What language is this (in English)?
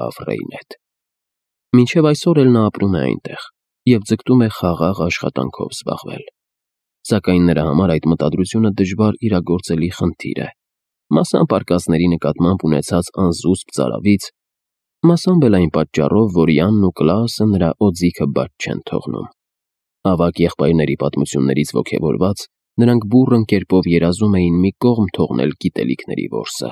Armenian